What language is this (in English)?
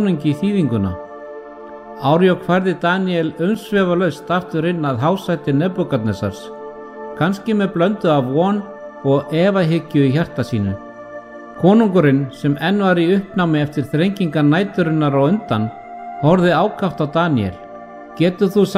Icelandic